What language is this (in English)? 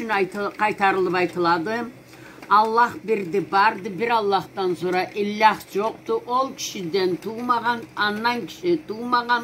Karachay-Balkar